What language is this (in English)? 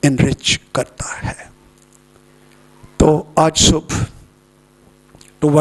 Urdu